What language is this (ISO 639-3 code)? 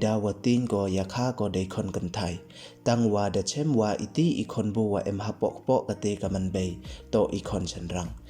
pbv